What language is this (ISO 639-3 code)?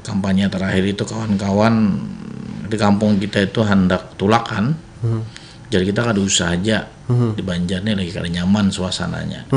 bjn